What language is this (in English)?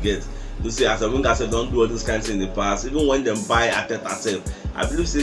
Nigerian Pidgin